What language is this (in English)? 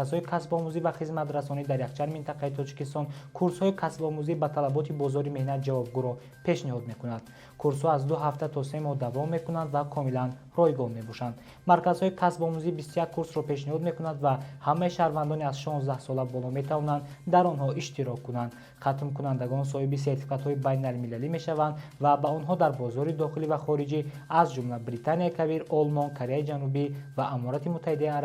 Tajik